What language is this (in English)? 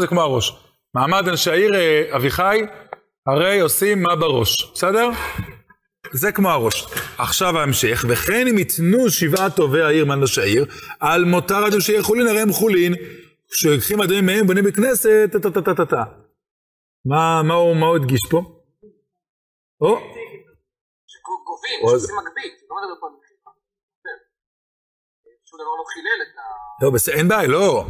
Hebrew